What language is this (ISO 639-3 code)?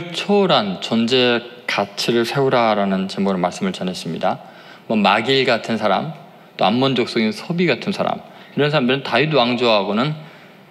kor